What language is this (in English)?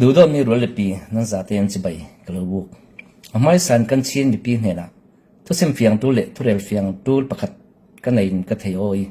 Falam Chin